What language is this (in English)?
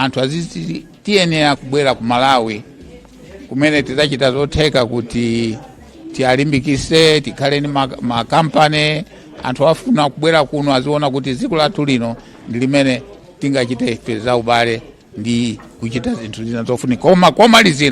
Nyanja